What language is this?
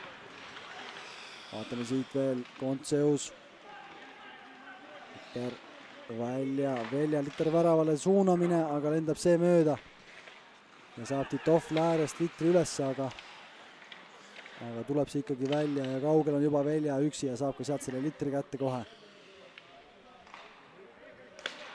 Estonian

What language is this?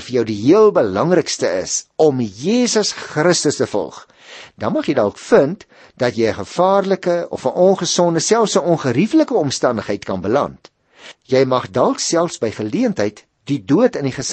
Afrikaans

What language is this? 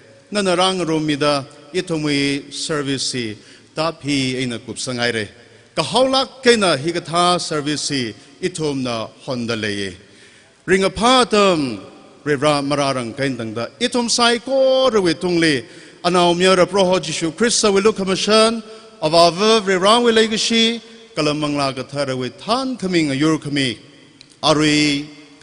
Tangkhul Naga (India)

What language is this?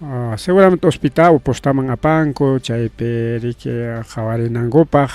Ayacucho Quechua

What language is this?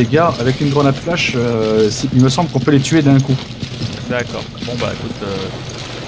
French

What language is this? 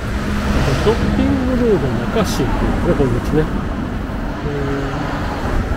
Japanese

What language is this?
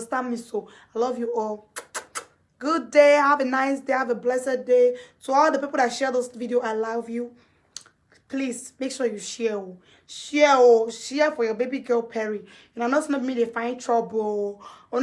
Nigerian Pidgin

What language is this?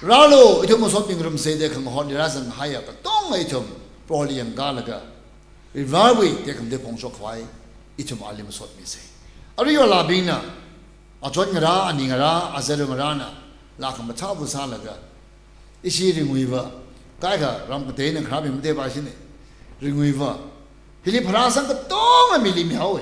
Tangkhul Naga (India)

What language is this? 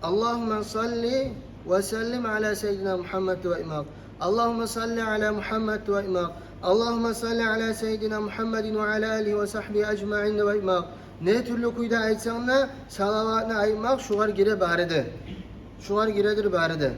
Kumyk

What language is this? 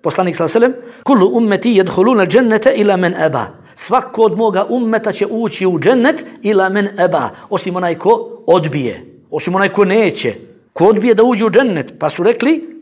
Bosnian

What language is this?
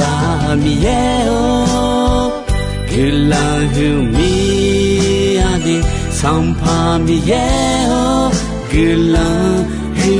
Akha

